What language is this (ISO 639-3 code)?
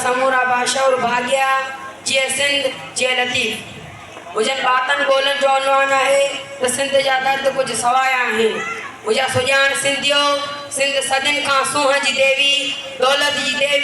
snd